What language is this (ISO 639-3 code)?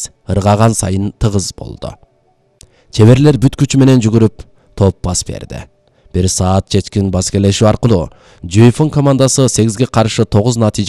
kir